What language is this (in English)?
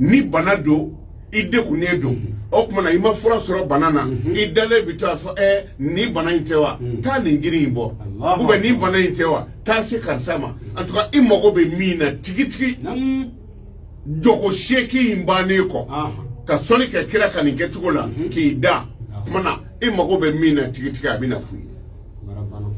Bambara